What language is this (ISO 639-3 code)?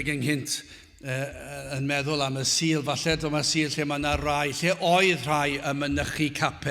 cym